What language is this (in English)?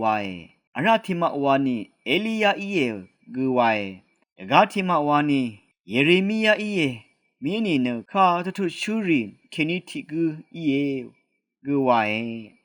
Rawang